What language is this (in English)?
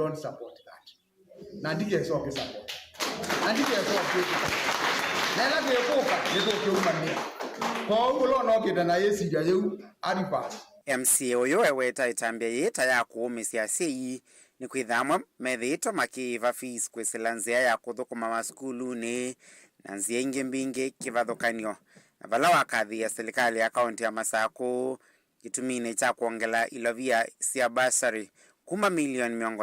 Kamba